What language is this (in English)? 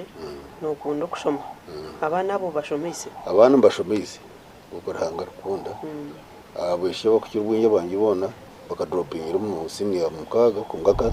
Nyankole